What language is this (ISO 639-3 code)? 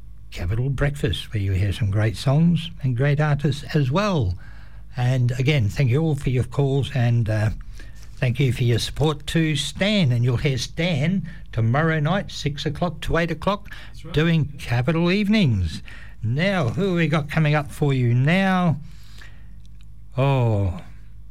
eng